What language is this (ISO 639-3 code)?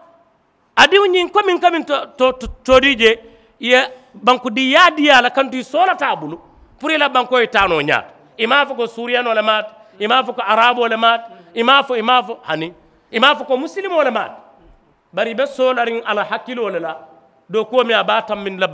man